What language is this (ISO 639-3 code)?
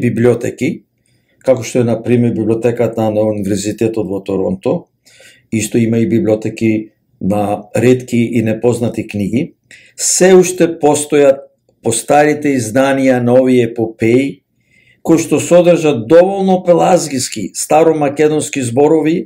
mkd